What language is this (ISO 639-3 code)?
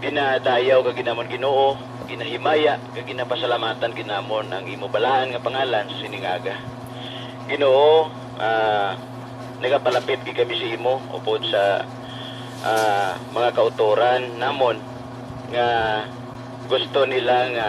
hil